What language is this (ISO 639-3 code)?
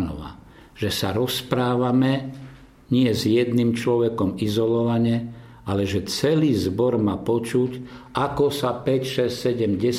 slk